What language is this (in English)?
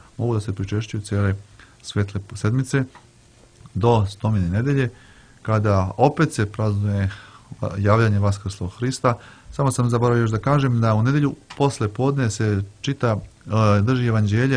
Serbian